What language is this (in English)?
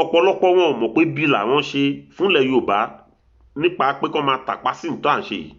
Yoruba